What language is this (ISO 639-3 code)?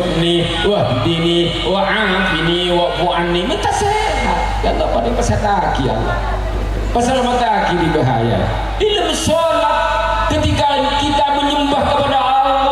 mad